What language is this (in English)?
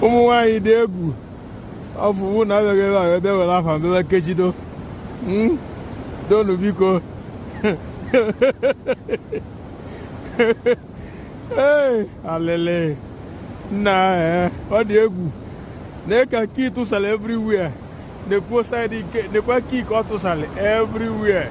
Igbo